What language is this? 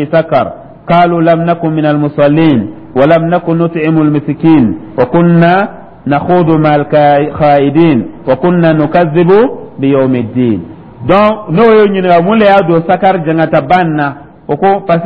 Dyula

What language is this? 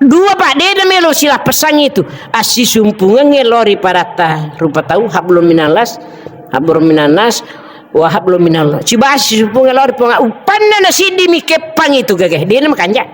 Buginese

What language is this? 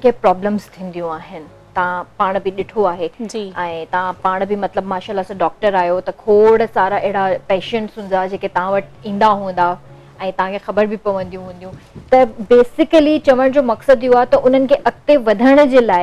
Sindhi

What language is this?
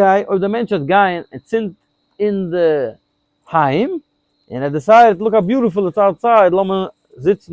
Yiddish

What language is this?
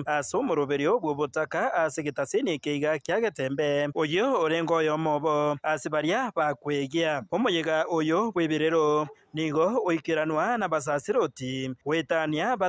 Gusii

